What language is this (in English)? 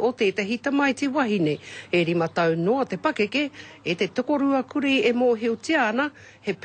Māori